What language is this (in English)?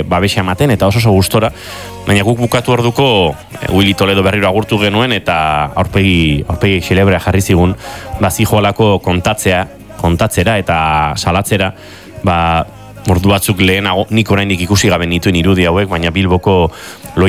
Basque